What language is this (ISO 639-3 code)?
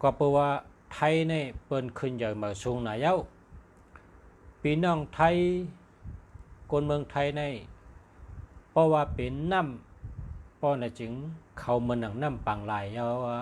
shn